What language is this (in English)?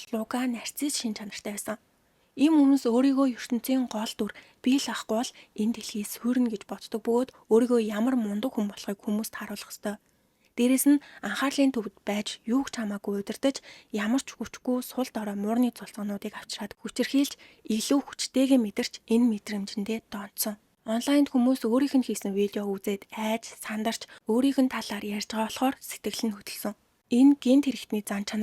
Mongolian